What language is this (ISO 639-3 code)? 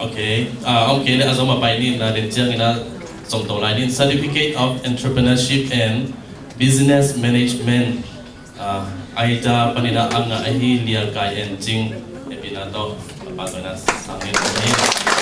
ctd